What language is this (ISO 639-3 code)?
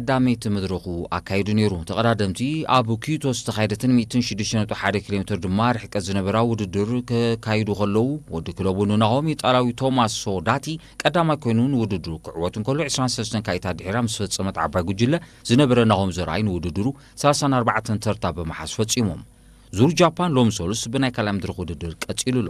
tir